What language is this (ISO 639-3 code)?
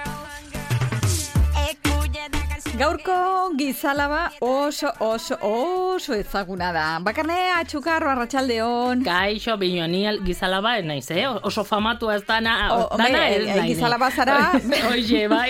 eus